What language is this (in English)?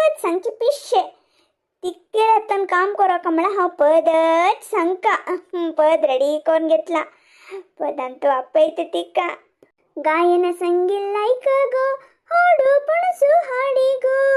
Konkani